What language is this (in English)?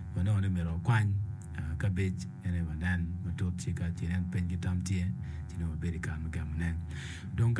Acoli